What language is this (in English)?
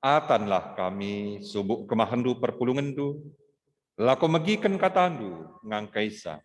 Batak Karo